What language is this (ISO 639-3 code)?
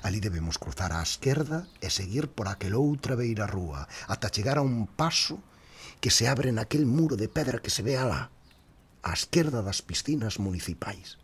glg